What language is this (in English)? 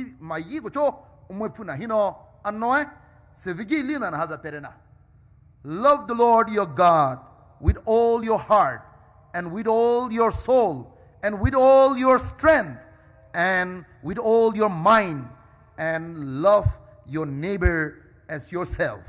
Poumei Naga